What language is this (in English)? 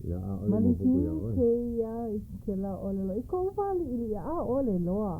Hawaiian